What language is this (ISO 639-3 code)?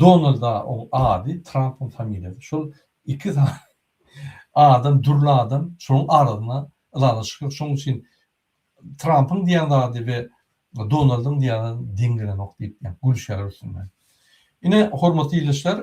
tuk